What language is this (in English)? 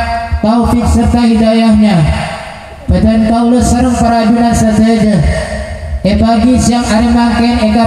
Madurese